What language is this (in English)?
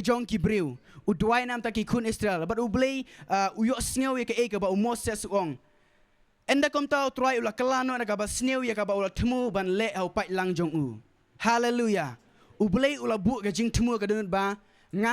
Khasi